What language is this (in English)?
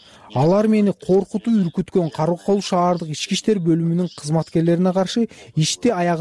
Kyrgyz